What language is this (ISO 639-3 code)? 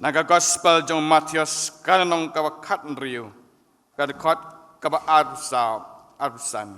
kha